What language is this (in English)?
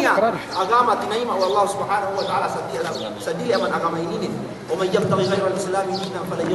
Yakan